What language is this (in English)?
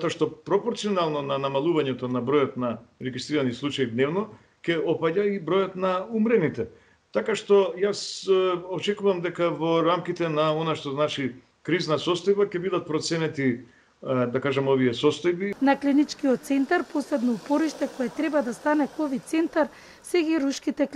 Macedonian